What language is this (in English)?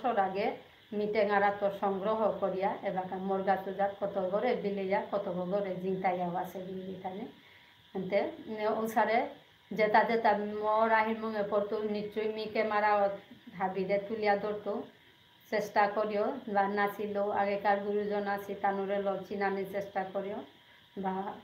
Bishnupriya